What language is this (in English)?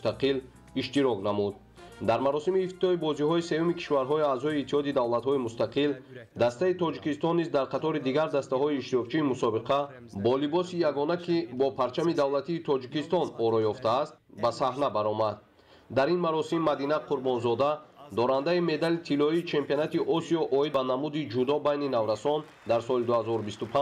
Tajik